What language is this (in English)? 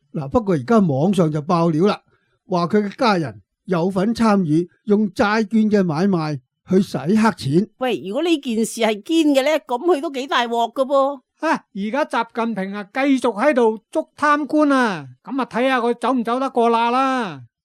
Cantonese